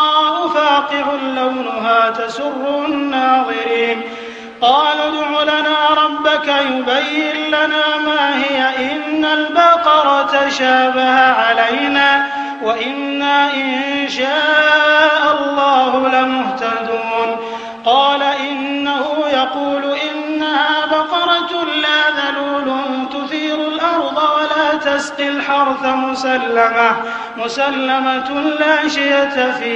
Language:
Arabic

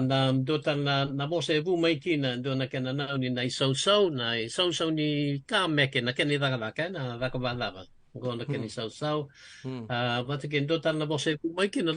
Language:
Fijian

